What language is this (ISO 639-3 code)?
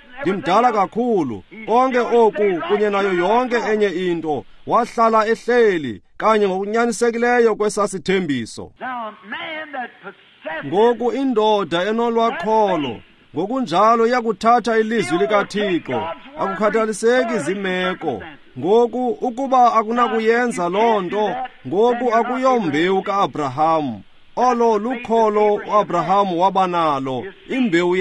xho